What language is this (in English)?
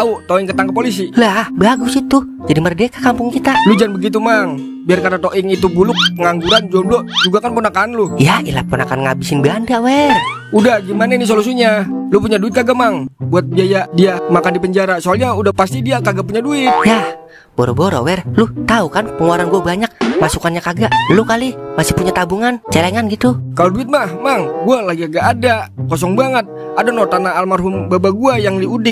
Betawi